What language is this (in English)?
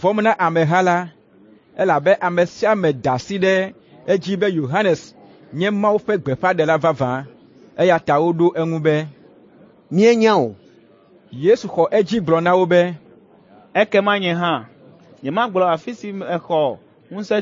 Ewe